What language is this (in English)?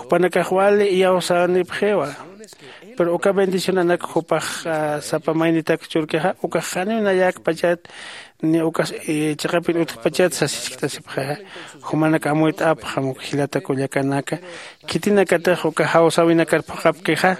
Aymara